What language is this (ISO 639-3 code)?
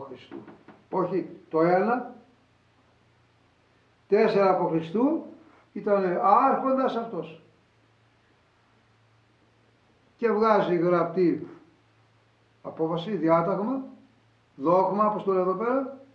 ell